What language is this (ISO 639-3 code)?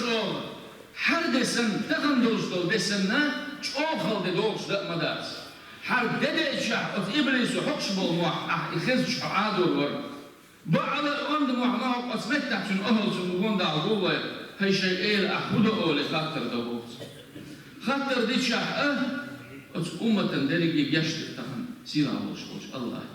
che